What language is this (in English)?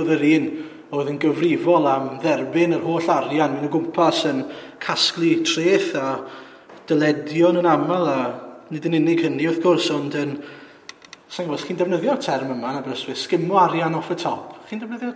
Welsh